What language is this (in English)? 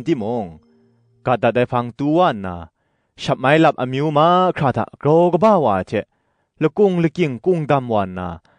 Kachin